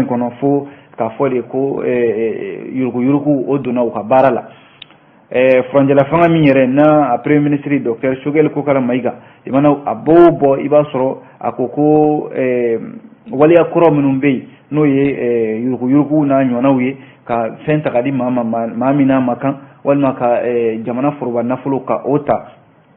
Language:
Bambara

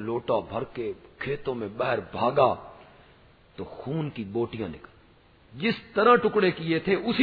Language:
Urdu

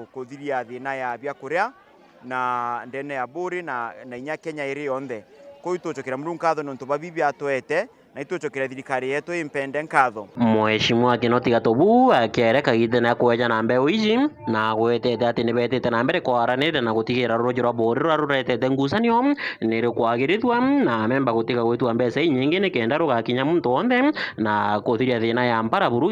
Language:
Meru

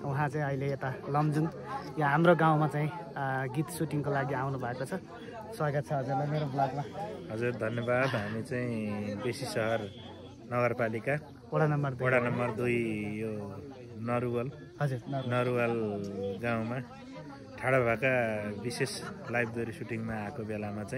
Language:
Nepali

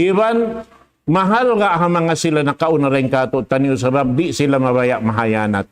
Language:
Tausug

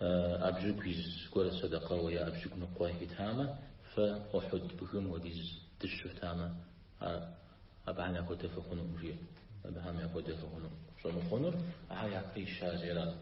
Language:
Kabardian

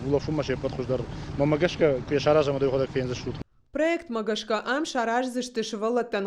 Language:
Ossetic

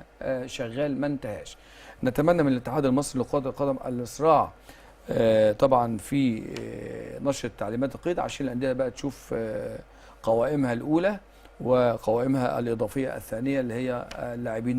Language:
Egyptian Arabic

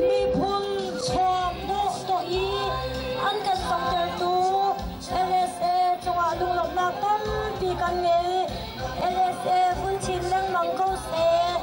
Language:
Hakha Chin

